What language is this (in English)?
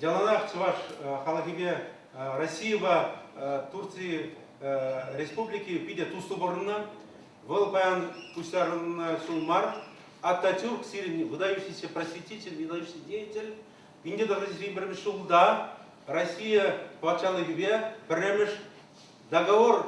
Chuvash